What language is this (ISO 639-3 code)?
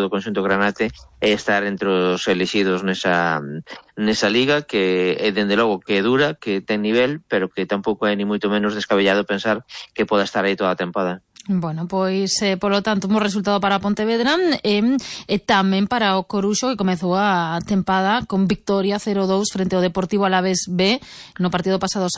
glg